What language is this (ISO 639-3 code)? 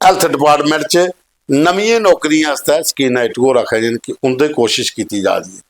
doi